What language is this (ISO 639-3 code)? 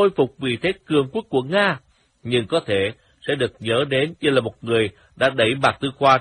vie